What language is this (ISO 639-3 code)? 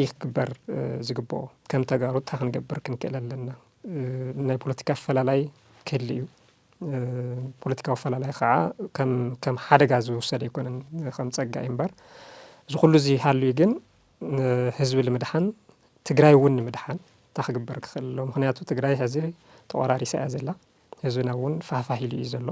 tir